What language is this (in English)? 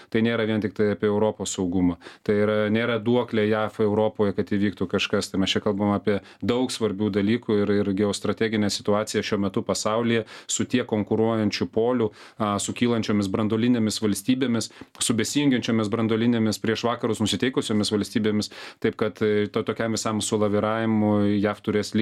Lithuanian